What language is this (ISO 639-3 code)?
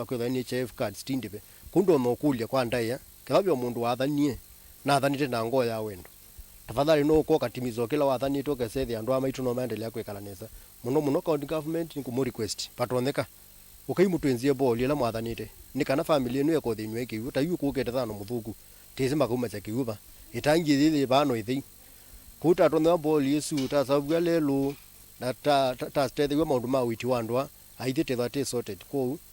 kam